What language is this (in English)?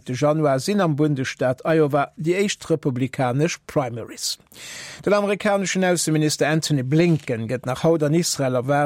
Luxembourgish